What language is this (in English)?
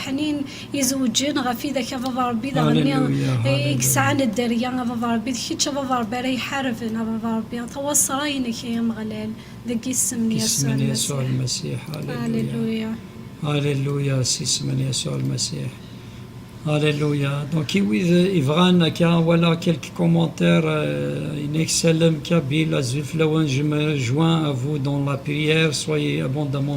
Kabyle